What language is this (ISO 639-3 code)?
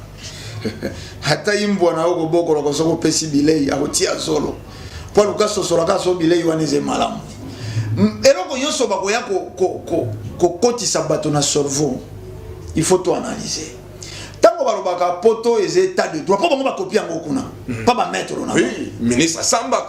lin